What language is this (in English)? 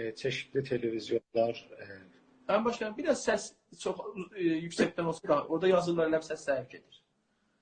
South Azerbaijani